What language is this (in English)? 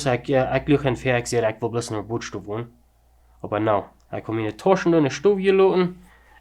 Plautdietsch